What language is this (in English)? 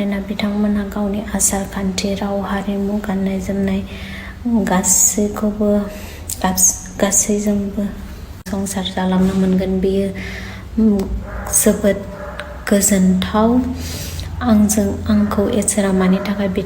Bodo